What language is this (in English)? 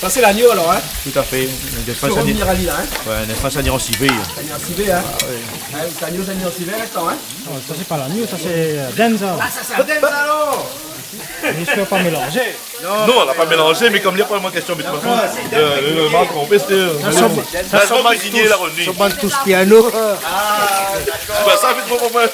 Réunion Creole French